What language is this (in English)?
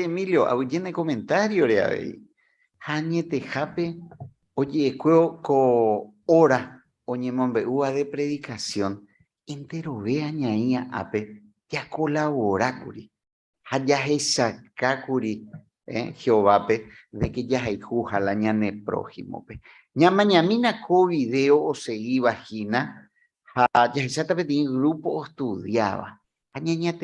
Guarani